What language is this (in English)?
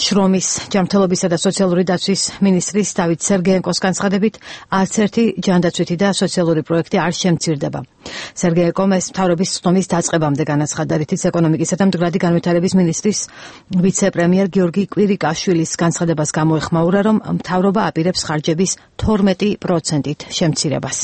Georgian